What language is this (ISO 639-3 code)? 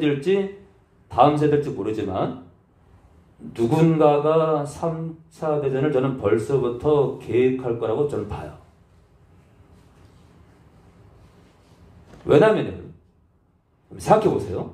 kor